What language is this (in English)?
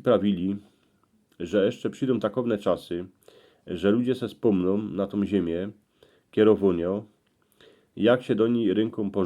Silesian